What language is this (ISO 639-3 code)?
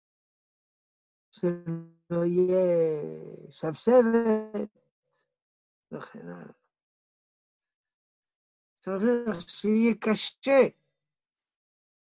heb